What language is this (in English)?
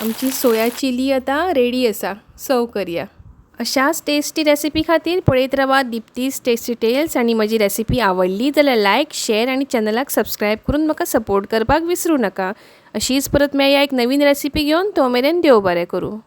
Konkani